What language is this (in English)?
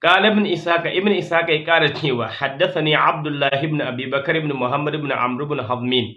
Hausa